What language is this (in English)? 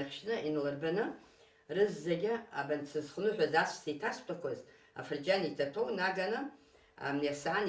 Abkhazian